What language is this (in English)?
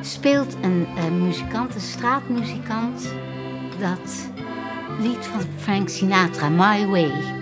Western Frisian